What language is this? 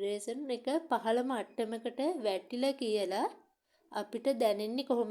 Sinhala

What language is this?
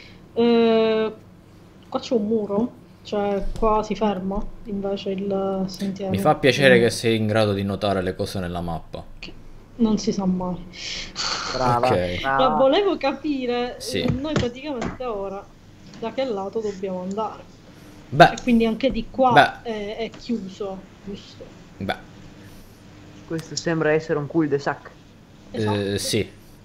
Italian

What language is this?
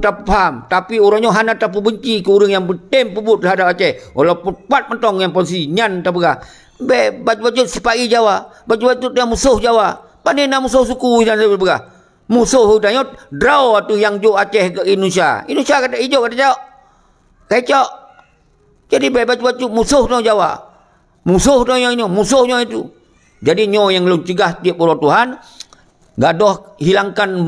Achinese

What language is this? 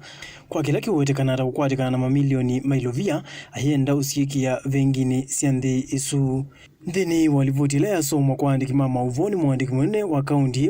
Kamba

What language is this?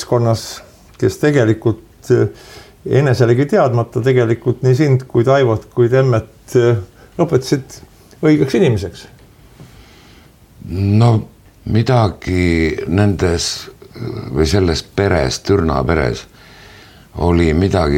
Estonian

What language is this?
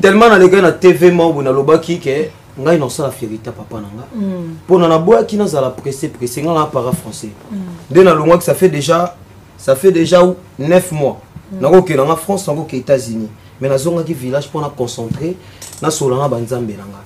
Lingala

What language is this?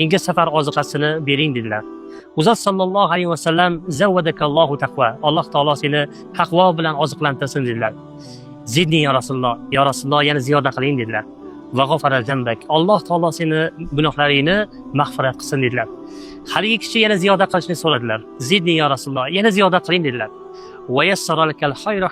Uzbek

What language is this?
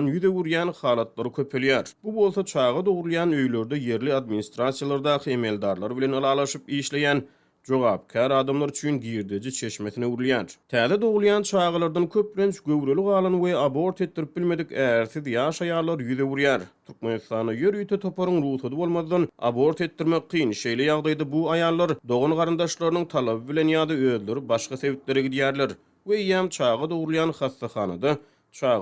Turkmen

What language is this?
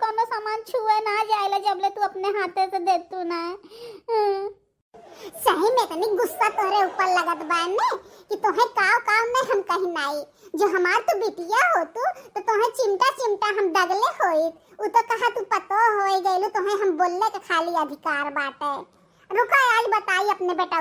Bhojpuri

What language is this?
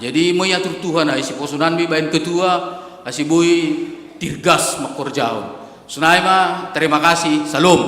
Batak Simalungun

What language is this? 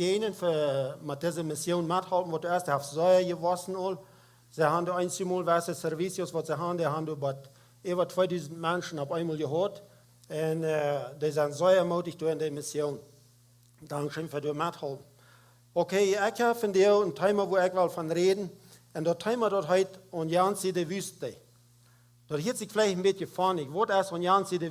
Plautdietsch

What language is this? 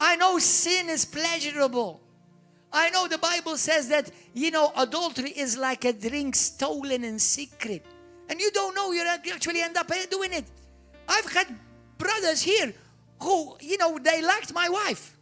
English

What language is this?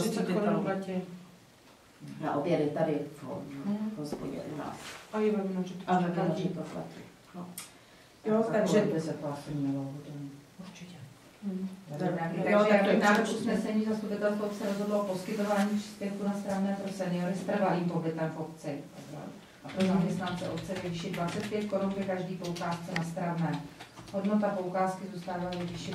Czech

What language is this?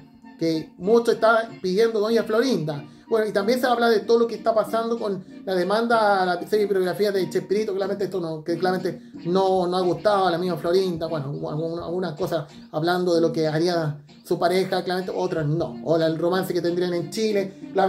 Spanish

